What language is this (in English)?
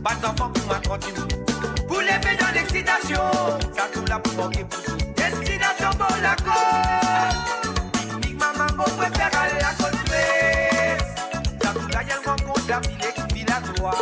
Morisyen